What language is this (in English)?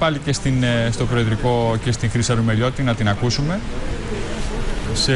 Greek